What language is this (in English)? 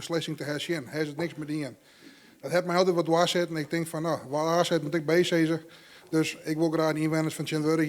Western Frisian